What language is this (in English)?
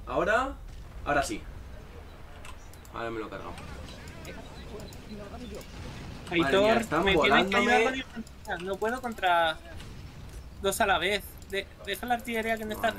Spanish